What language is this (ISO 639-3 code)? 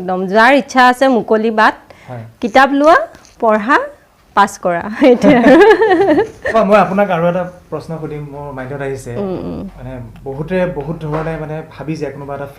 asm